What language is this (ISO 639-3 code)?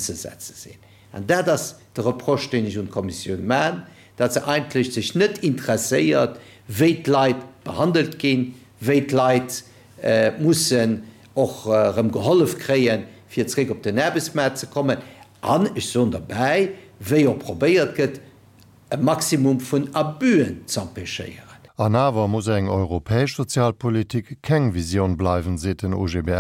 ltz